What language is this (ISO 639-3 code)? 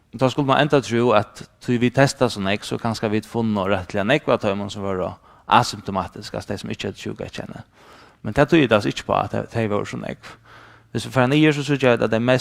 fao